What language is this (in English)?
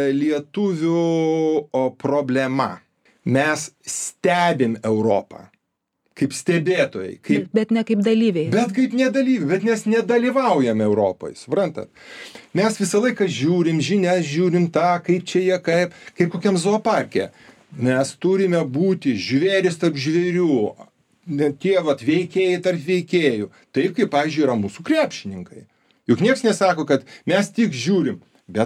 Lithuanian